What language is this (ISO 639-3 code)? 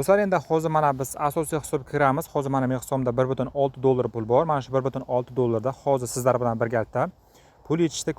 uzb